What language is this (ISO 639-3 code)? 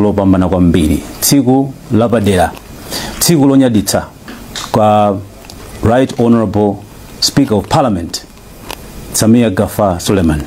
nya